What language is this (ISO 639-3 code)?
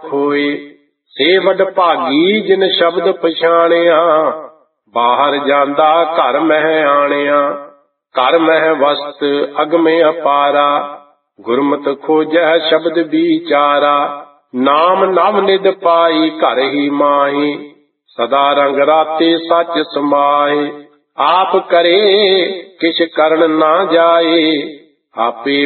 pan